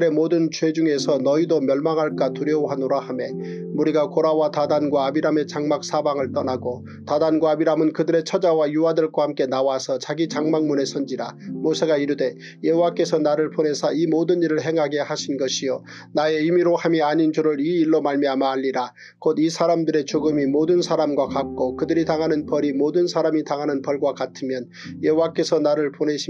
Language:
Korean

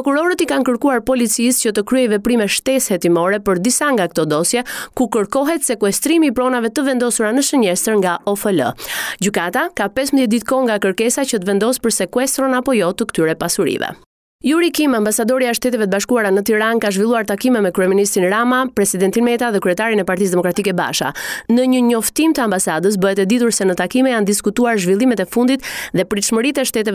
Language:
Albanian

